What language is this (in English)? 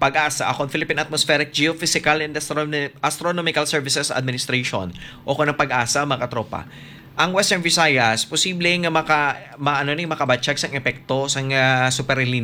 Hiligaynon